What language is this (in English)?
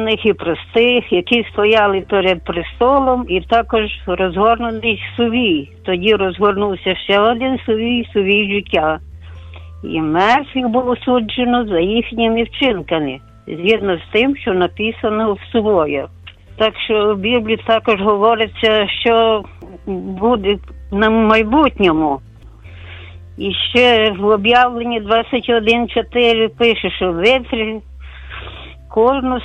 Ukrainian